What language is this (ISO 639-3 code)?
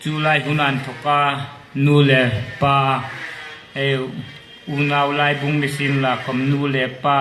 hmr